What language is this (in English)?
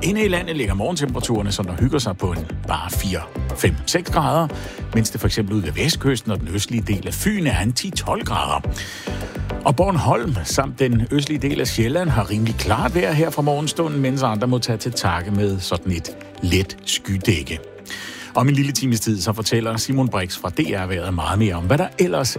Danish